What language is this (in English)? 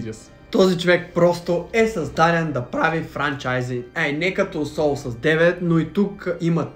Bulgarian